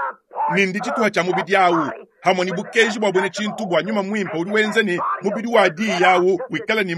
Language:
Luba-Lulua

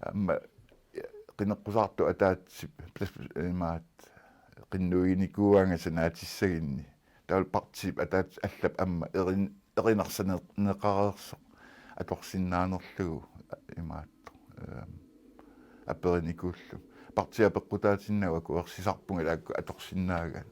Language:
Kalaallisut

